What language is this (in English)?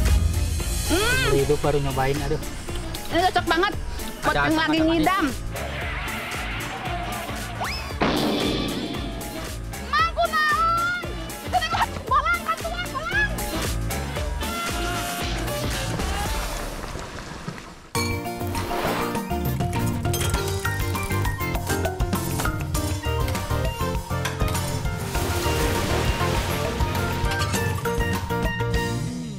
Indonesian